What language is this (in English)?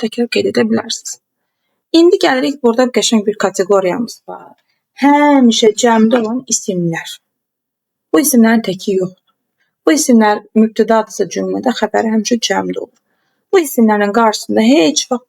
Azerbaijani